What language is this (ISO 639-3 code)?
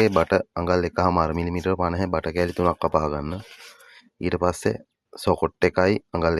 sin